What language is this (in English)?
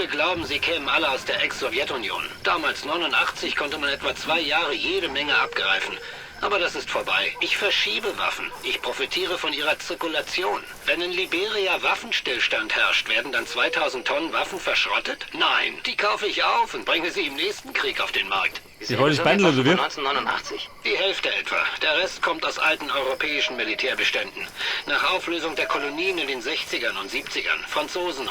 Bavarian